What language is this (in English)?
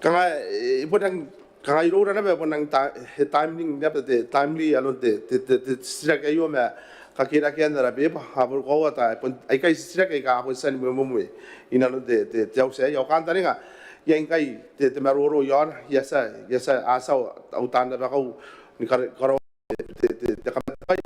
Gilbertese